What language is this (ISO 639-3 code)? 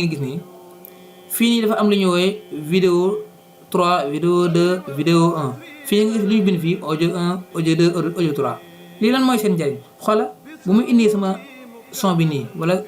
wol